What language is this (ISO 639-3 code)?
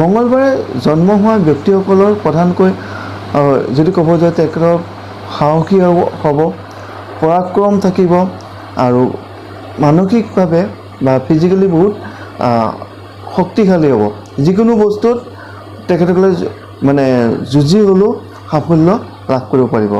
asm